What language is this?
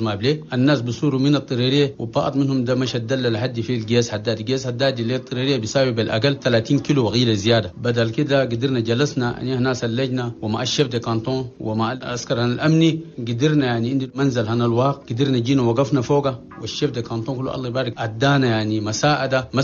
Chadian Arabic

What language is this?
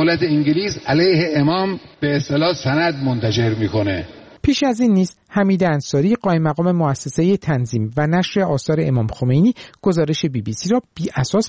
Persian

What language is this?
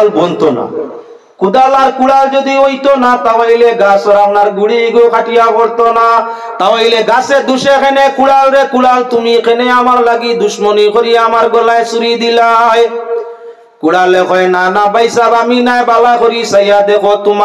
Sylheti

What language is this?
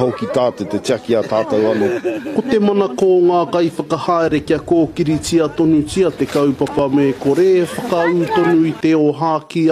Māori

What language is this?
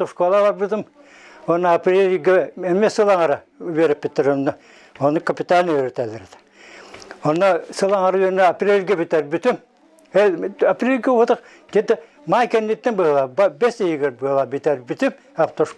Yakut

